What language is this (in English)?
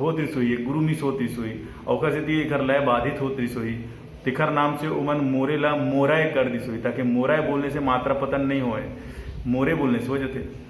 Chhattisgarhi